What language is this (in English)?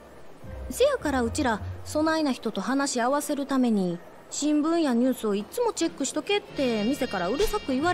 Japanese